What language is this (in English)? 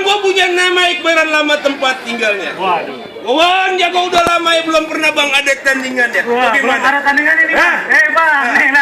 Betawi